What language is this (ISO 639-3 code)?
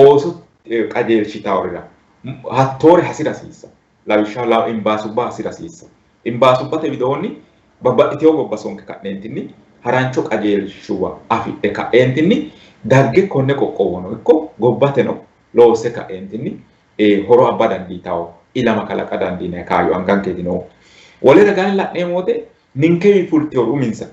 sid